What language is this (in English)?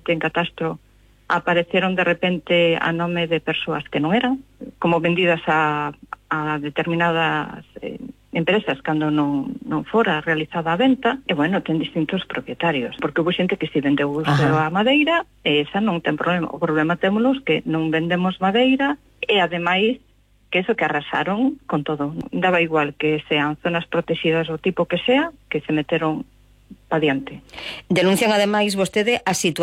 Galician